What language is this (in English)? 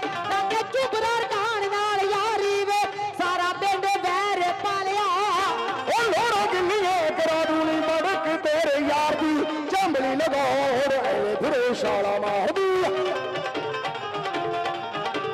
Punjabi